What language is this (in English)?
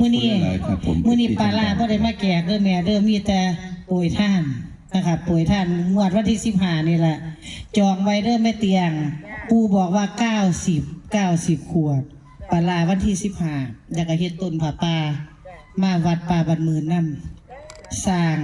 Northeastern Thai